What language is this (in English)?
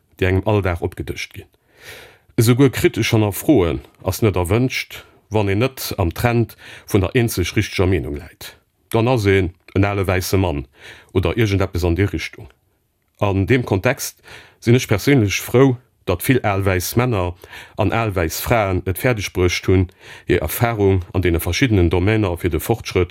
Luxembourgish